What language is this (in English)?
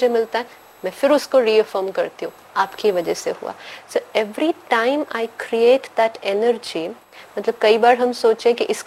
Hindi